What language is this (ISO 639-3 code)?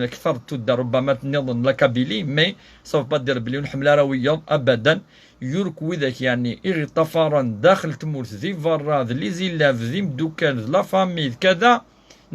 kab